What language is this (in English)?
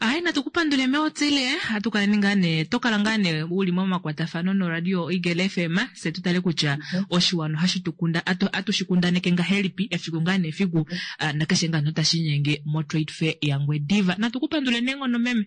Kuanyama